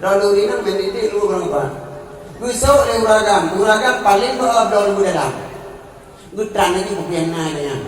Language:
Achinese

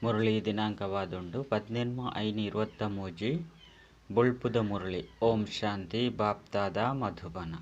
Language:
Tulu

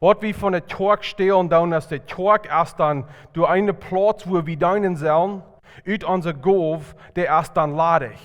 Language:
Plautdietsch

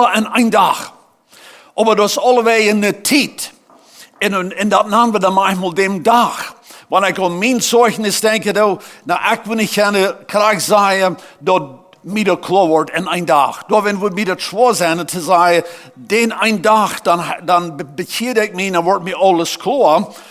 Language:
Plautdietsch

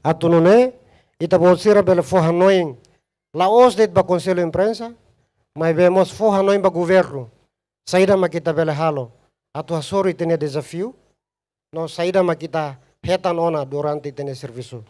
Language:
Tetum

